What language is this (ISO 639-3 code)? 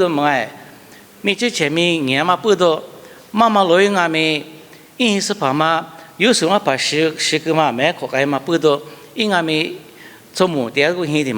lis